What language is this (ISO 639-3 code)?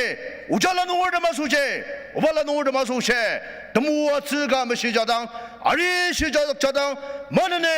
njo